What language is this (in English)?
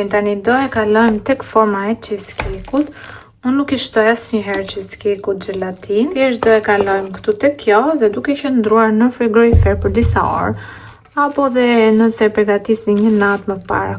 Albanian